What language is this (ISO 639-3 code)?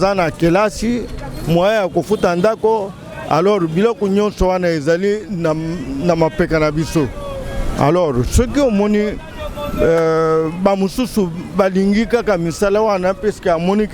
lin